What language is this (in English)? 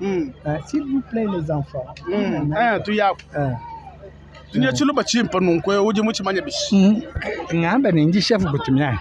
Luba-Lulua